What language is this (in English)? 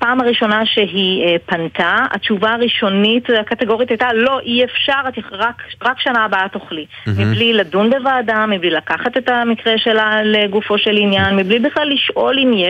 Hebrew